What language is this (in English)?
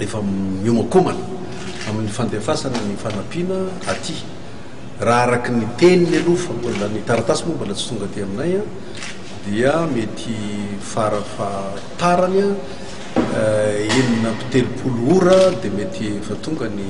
Malagasy